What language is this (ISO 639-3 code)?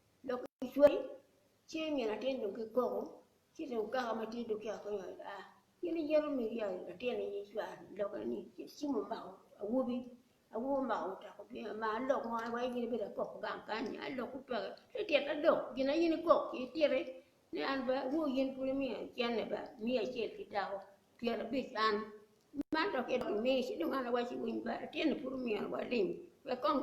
ach